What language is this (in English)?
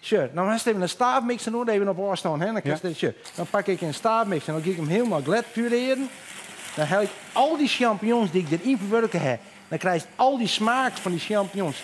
Western Frisian